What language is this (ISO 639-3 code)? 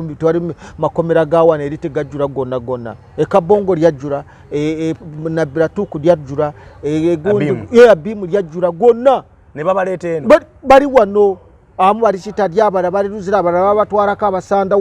lug